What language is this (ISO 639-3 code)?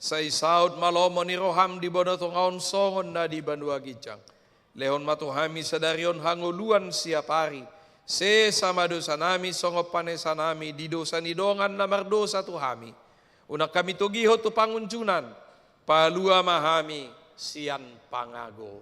bbc